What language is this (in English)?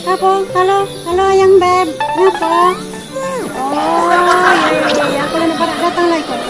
Musi